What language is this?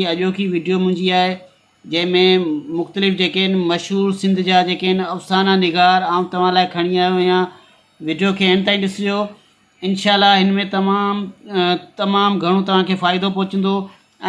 Sindhi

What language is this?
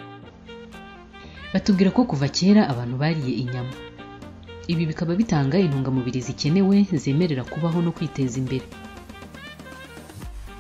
Kinyarwanda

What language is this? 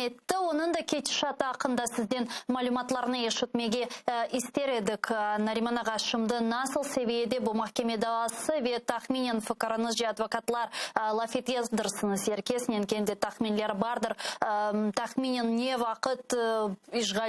Crimean Tatar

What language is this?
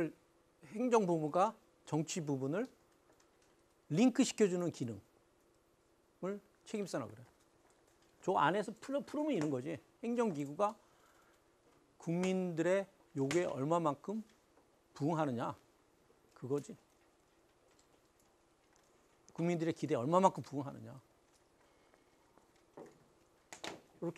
Korean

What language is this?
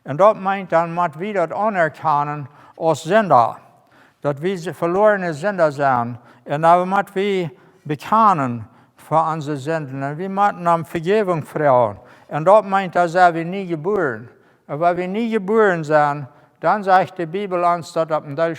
Plautdietsch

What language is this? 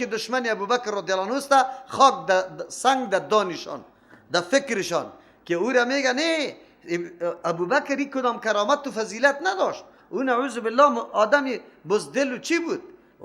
Persian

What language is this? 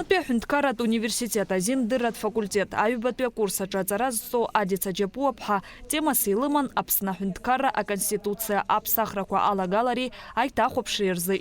Abkhazian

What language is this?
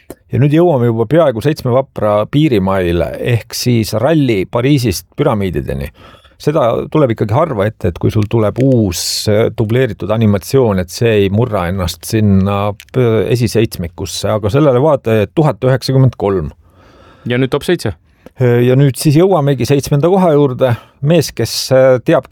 Estonian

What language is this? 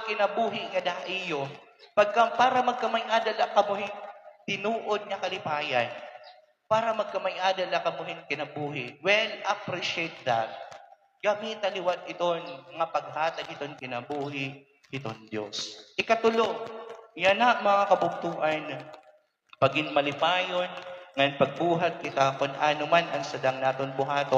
Waray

